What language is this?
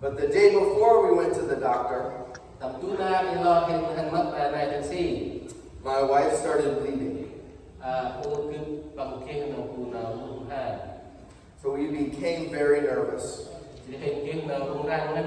Central Mnong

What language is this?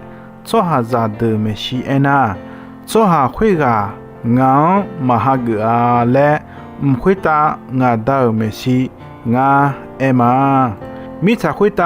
Akha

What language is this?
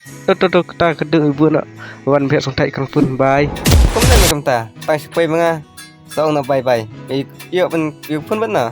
Khasi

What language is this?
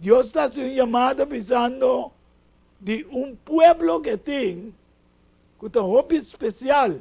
Papiamento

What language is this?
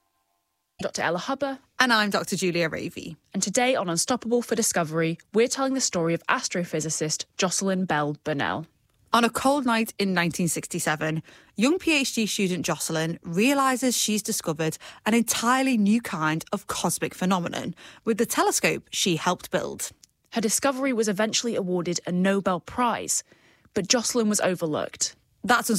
English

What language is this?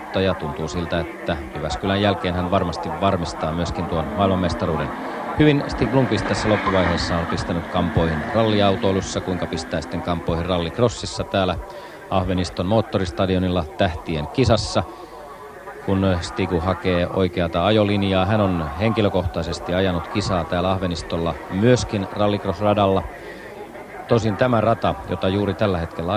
Finnish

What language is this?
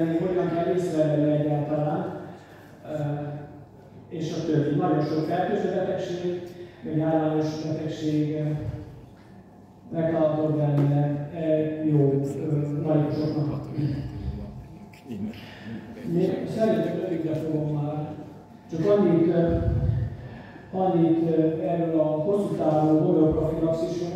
Hungarian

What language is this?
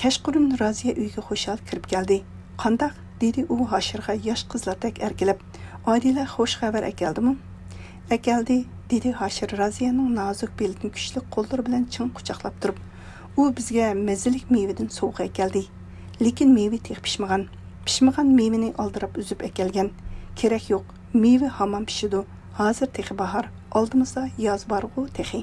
Uyghur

